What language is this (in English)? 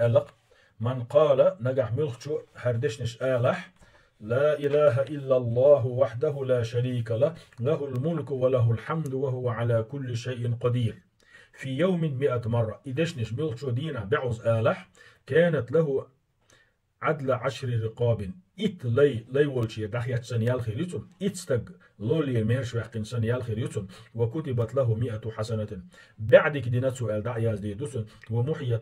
Chechen